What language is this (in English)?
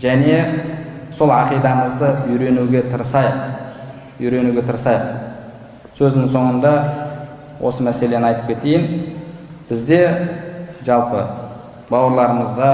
Kazakh